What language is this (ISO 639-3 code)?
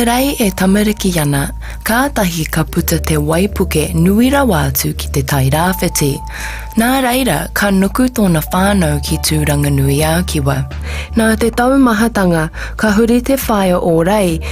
mri